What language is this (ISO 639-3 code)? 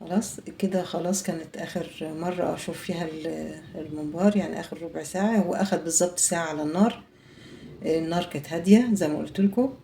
arz